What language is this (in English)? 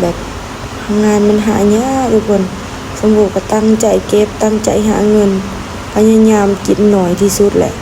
Lao